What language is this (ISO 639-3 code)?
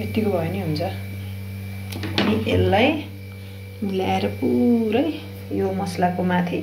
nep